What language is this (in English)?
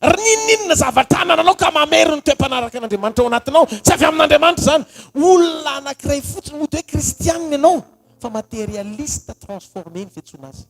Malagasy